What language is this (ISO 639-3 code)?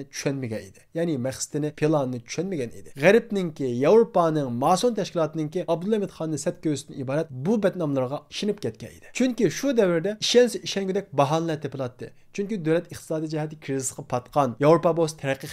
uig